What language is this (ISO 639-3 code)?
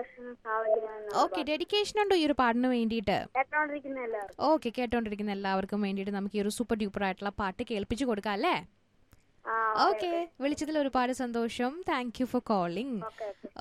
mal